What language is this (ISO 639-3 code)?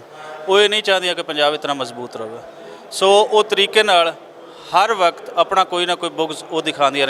lah